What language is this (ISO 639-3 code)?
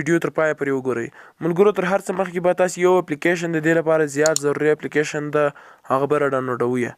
pus